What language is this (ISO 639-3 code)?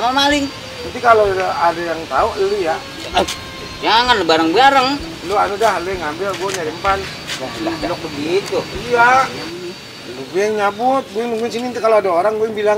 bew